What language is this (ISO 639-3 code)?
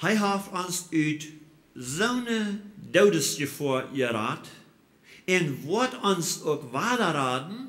pdt